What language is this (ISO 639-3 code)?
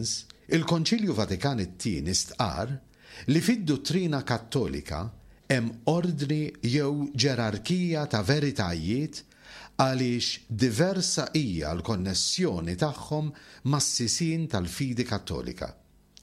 mlt